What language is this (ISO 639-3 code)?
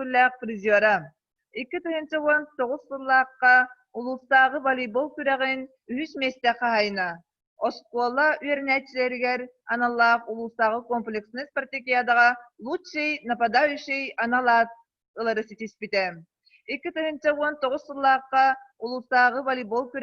sah